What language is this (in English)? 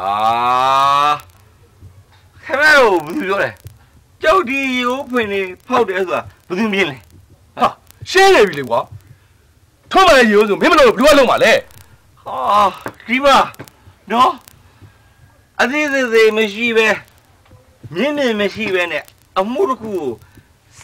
Burmese